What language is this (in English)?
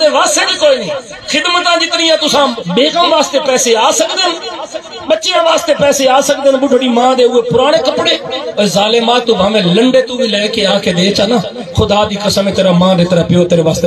Saraiki